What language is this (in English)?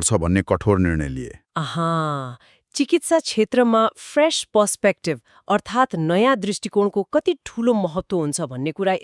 Nepali